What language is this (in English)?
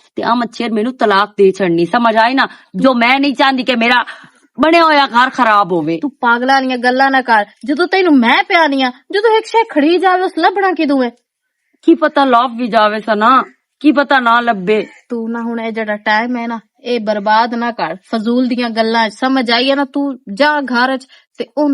Western Panjabi